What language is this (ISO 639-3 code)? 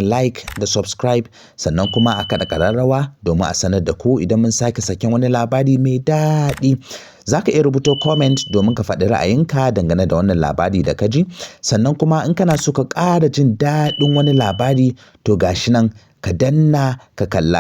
hau